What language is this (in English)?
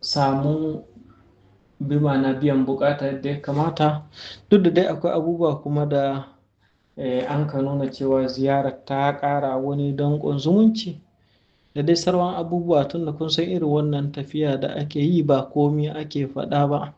Hausa